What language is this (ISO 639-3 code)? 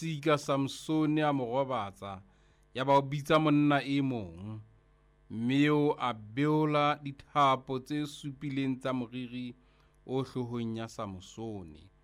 sot